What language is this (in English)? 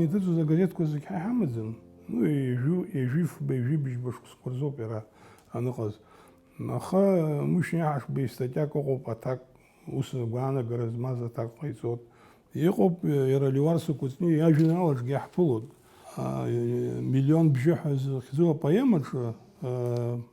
Abkhazian